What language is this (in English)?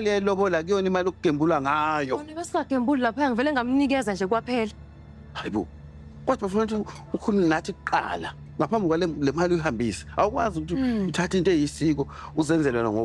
Zulu